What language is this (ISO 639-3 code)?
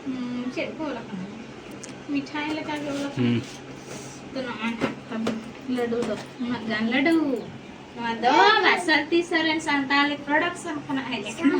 sat